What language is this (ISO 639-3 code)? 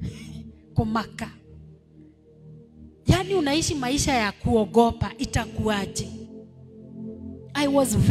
swa